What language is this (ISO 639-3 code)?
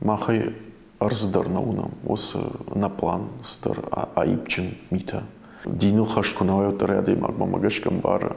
oss